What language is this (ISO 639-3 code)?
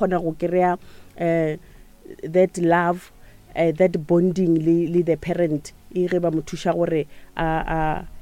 nso